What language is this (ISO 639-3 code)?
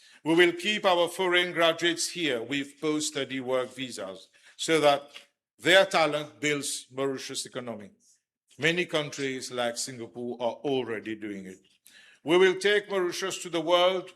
mfe